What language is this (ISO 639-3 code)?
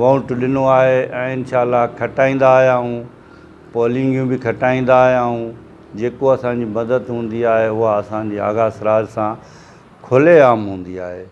snd